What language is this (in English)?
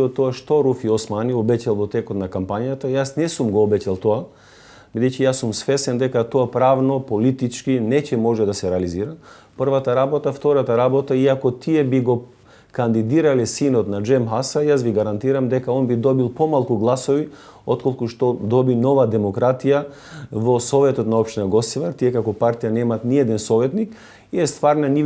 Macedonian